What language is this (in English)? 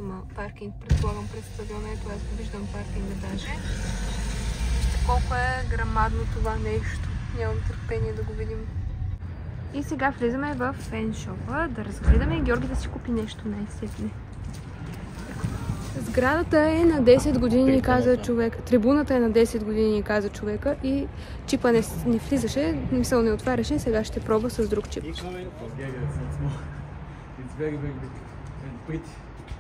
Bulgarian